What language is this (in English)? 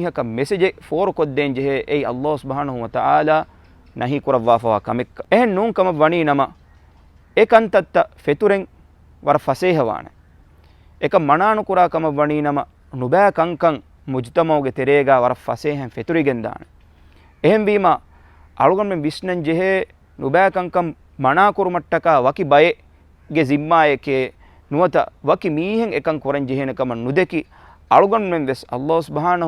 Divehi